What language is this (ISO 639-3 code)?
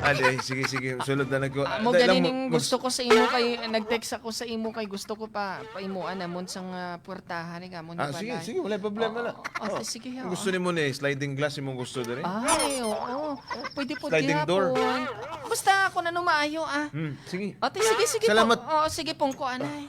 hil